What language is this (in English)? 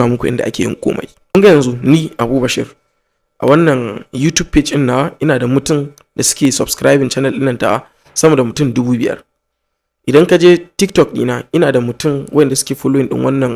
Hausa